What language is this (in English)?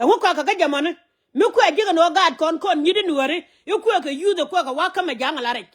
Nuer